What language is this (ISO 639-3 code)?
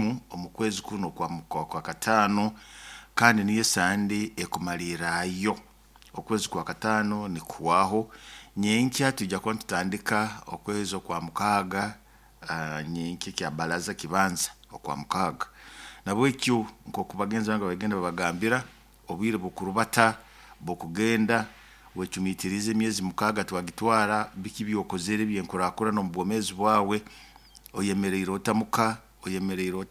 nyo